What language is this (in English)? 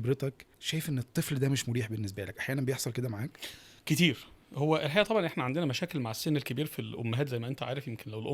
Egyptian Arabic